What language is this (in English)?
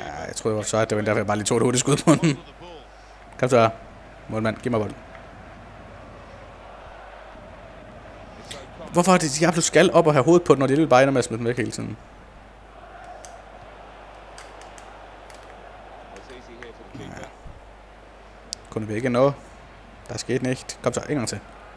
Danish